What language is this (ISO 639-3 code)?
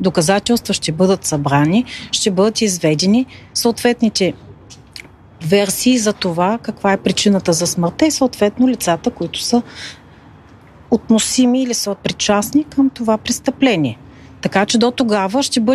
bul